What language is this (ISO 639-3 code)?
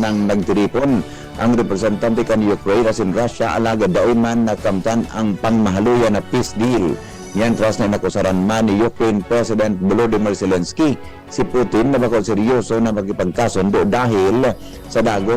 bik